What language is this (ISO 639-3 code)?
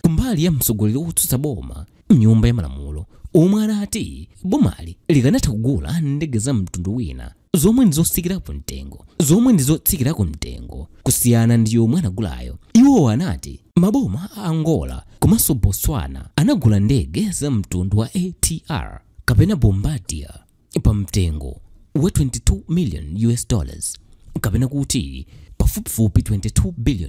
nya